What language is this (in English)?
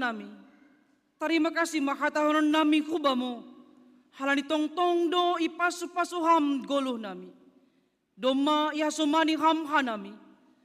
Batak Simalungun